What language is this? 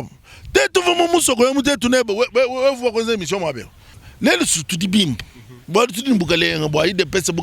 Luba-Lulua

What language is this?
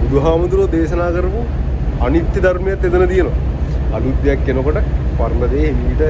Sinhala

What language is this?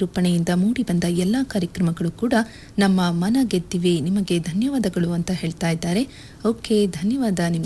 Kannada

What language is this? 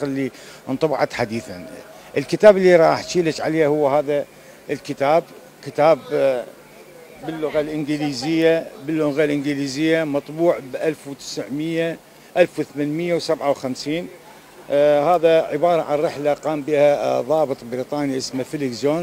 Mesopotamian Arabic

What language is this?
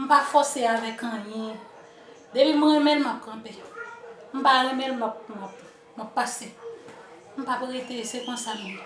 Haitian Creole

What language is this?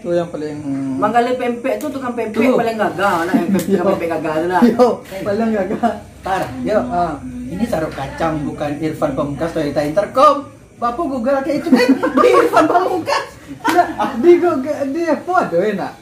Minangkabau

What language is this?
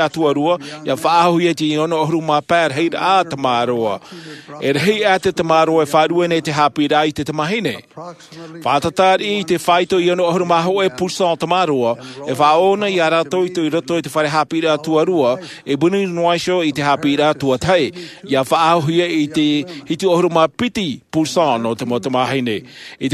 Tahitian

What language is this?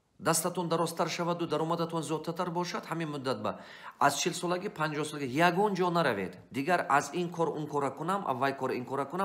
Tajik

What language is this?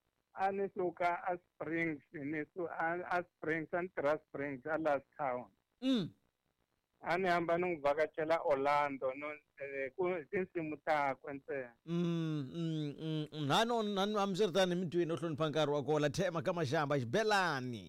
Tsonga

